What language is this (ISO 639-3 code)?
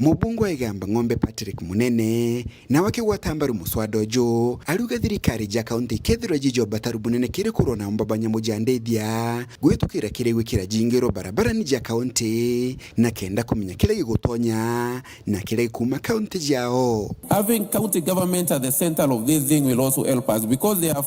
mer